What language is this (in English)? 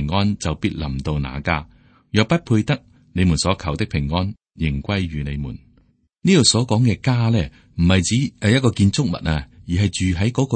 Cantonese